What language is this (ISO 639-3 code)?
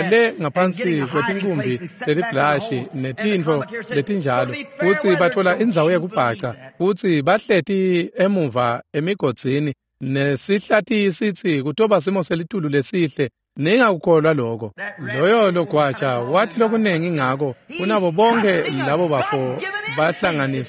ssw